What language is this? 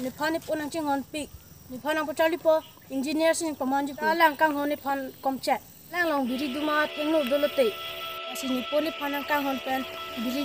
Karbi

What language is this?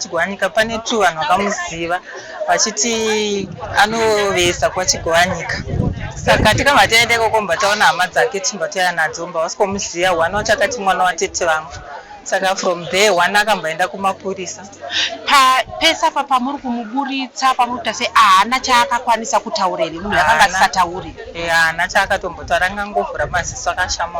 Shona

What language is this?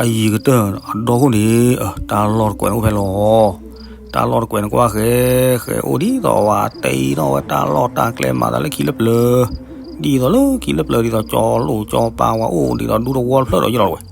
S'gaw Karen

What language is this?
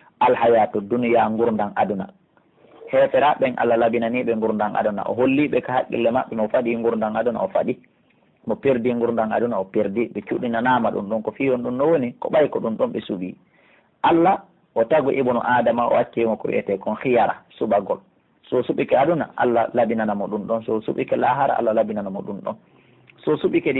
Pular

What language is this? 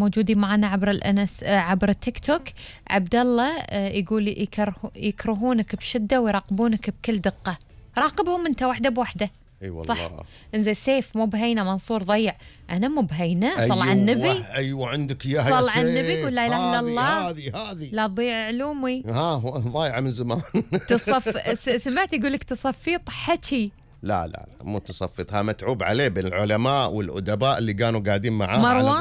Gulf Arabic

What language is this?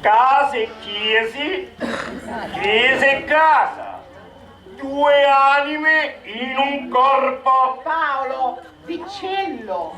Sicilian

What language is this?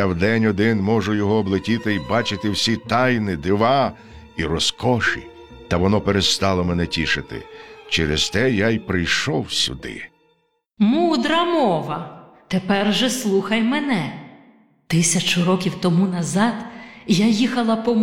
Ukrainian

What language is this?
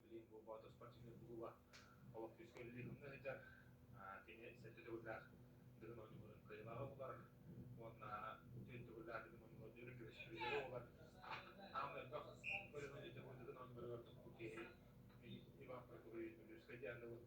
Yakut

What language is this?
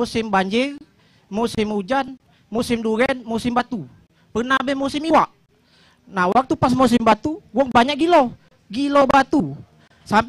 Musi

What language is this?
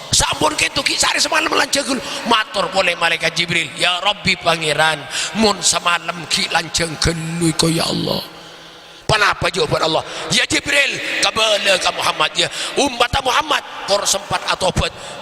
Madurese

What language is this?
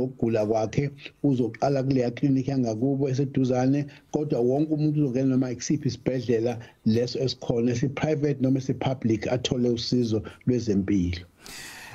Zulu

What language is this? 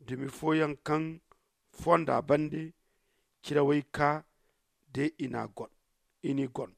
Zarma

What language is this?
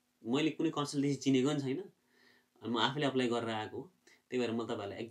Nepali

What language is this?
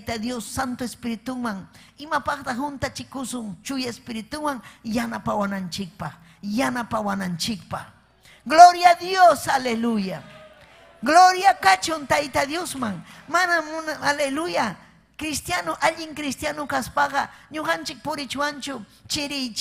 Ayacucho Quechua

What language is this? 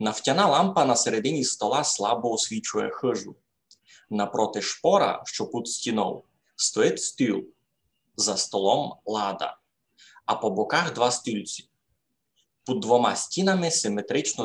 Rusyn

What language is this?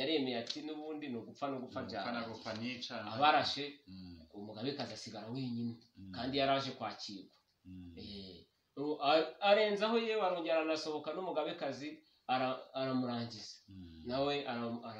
Kinyarwanda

